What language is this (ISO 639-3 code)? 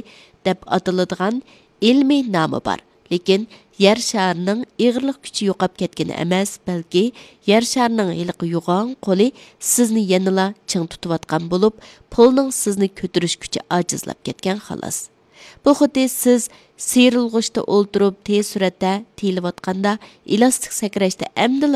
uig